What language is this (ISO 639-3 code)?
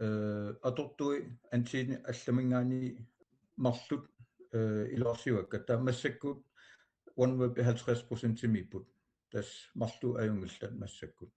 kal